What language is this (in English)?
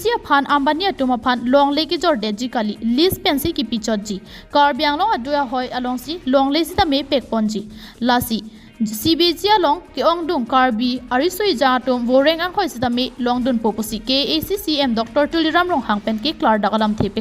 Karbi